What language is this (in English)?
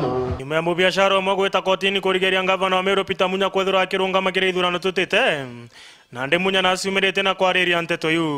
Meru